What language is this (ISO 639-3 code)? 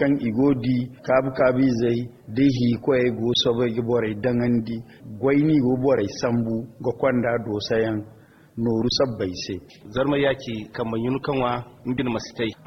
dje